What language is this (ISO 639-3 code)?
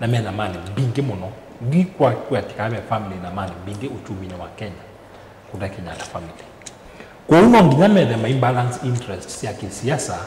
kam